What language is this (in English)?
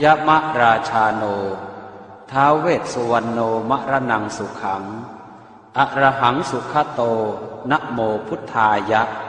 Pali